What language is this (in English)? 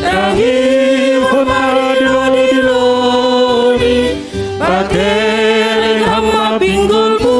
Batak Simalungun